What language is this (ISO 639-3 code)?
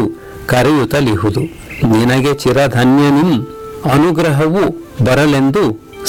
kan